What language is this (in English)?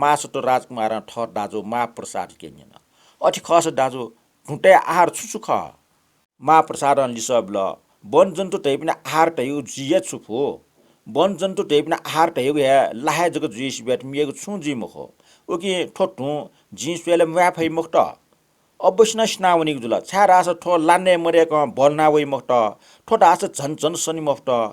Newari